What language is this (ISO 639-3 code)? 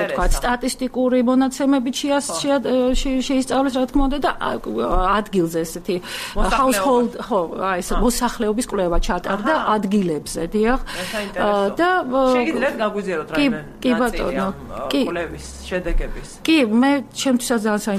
kat